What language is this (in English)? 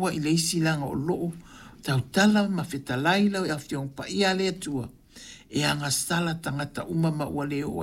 Samoan